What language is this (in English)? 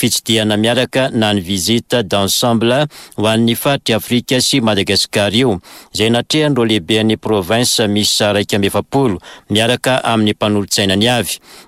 Malagasy